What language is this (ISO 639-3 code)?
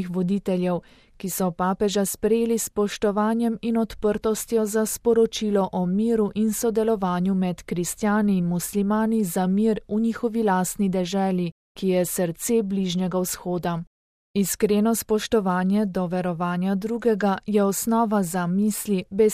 slv